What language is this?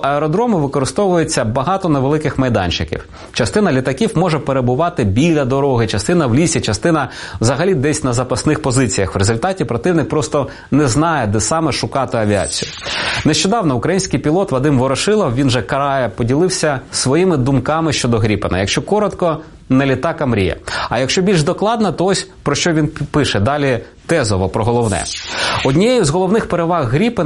Ukrainian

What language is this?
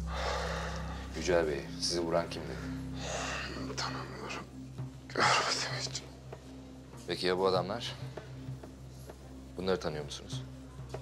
Turkish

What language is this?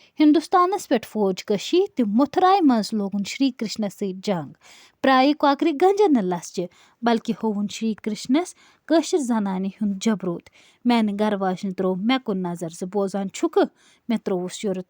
Kashmiri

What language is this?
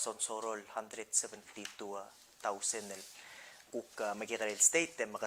Palauan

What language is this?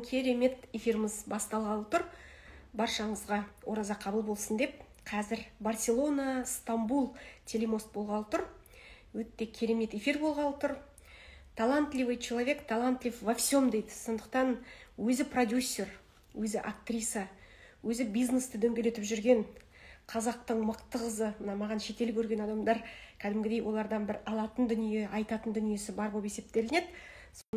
Kazakh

